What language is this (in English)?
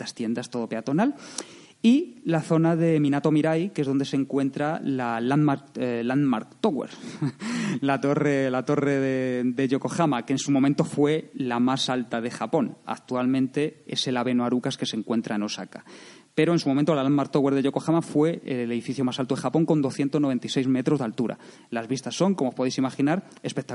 Spanish